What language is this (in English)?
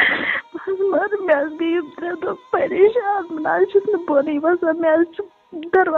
Kashmiri